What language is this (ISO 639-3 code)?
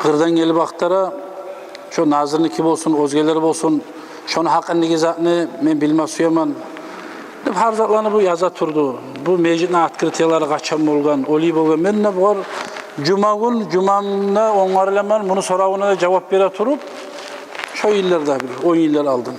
kum